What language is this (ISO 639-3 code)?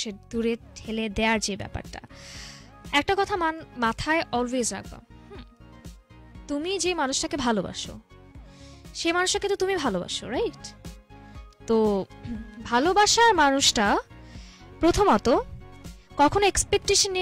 ben